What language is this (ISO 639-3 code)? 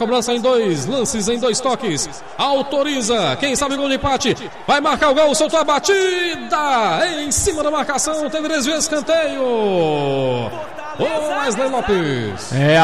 por